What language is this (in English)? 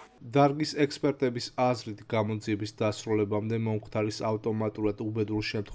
Georgian